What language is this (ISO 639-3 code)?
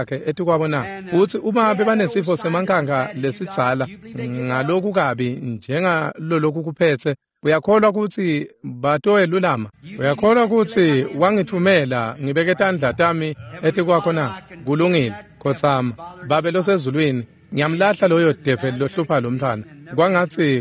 ssw